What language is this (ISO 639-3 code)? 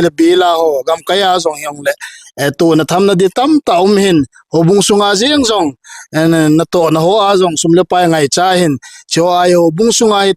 tcz